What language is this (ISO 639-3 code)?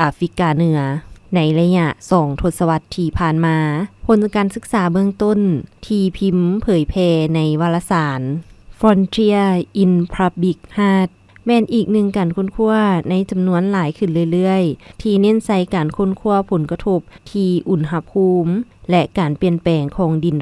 lao